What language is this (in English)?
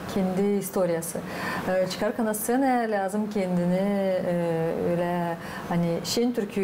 Gagauz